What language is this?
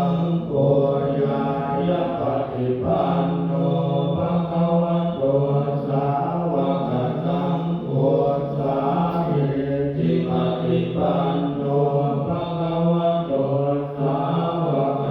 Pali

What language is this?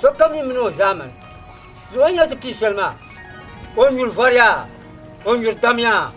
Dagbani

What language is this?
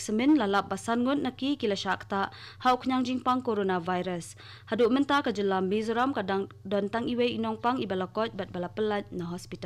Khasi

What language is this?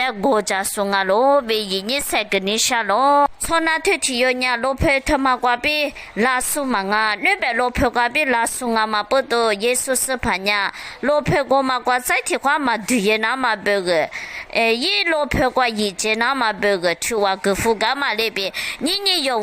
Lisu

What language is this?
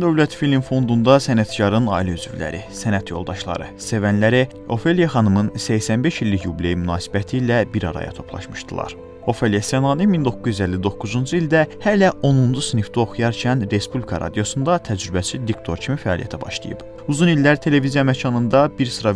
Azerbaijani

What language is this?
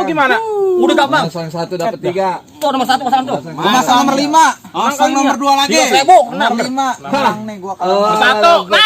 Betawi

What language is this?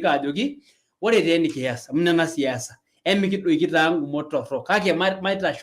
Masai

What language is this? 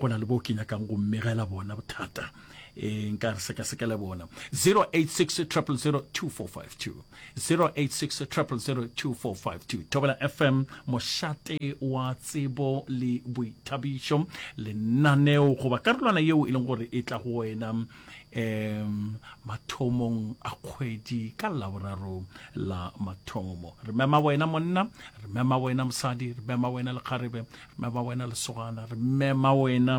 Northern Sotho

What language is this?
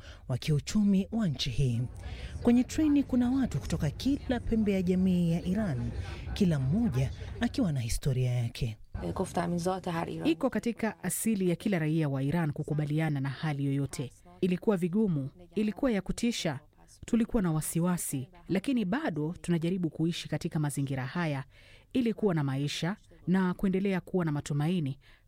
Swahili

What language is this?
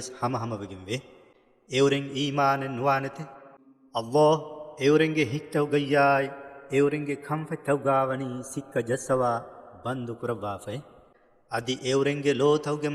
Divehi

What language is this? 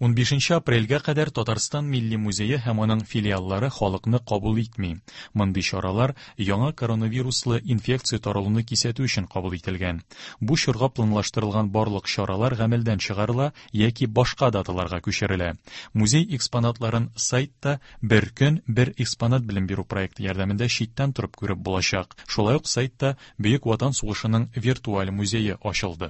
Tatar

